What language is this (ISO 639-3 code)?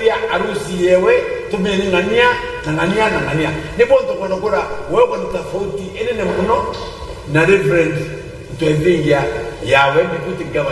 mer